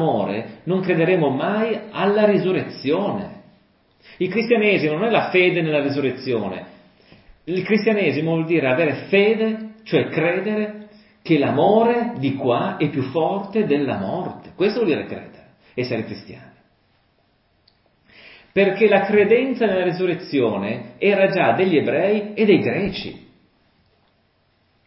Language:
Italian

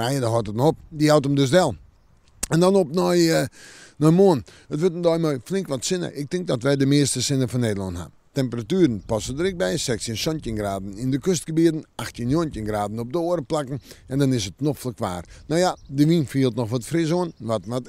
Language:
Western Frisian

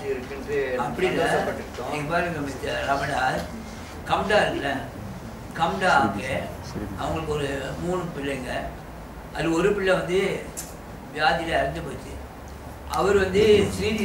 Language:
Tamil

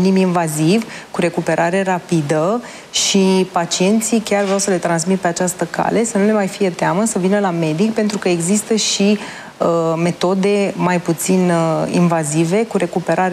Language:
Romanian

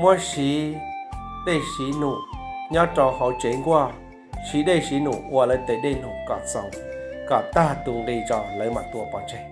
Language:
Hmong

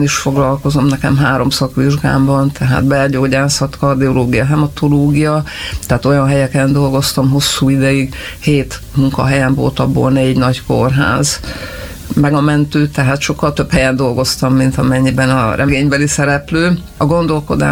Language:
Hungarian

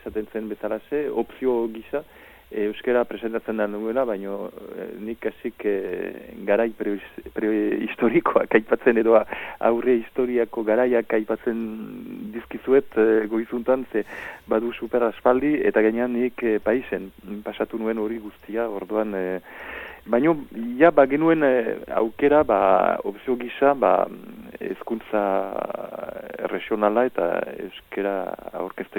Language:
Basque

